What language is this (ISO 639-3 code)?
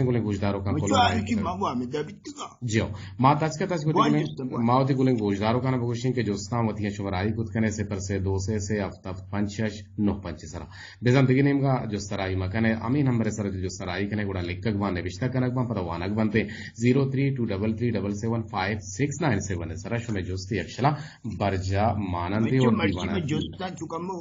bgp